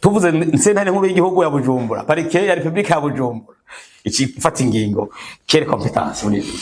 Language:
Rundi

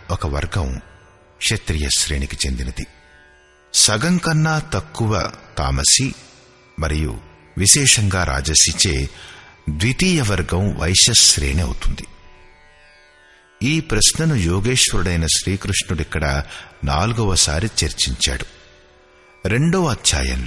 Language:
Telugu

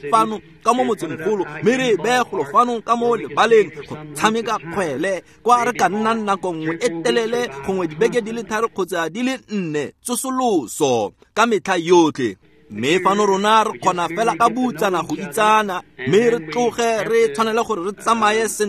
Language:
Tswana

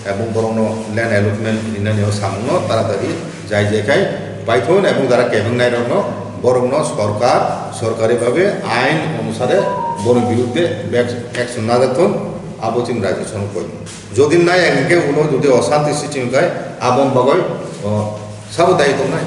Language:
Kok Borok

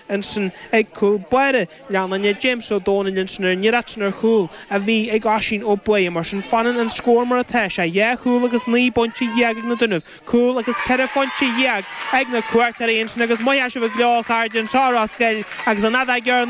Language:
Irish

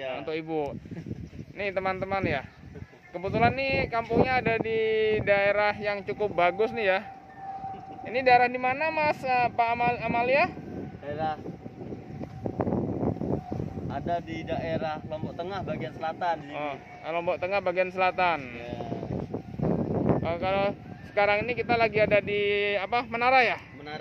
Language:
Indonesian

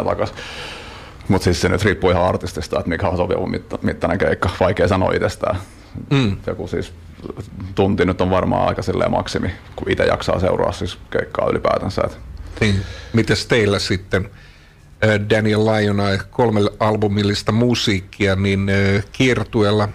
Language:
Finnish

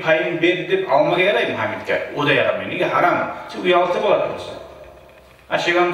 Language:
Kumyk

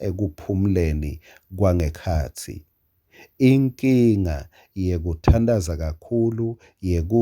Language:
Swati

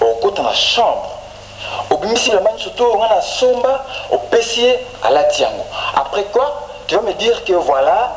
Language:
Lingala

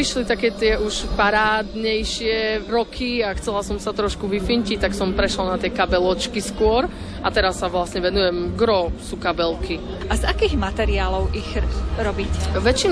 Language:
Slovak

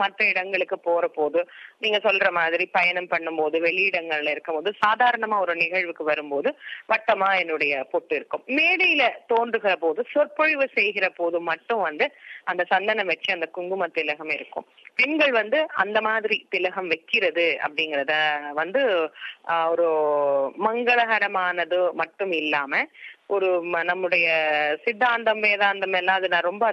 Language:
Tamil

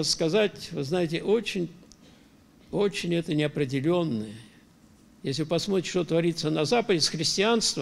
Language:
Russian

